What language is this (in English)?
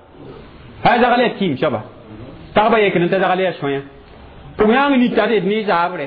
Mossi